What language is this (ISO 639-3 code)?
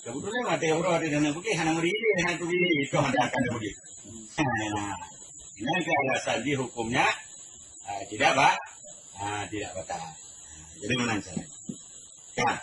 ace